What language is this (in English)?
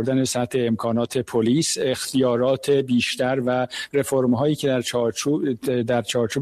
Persian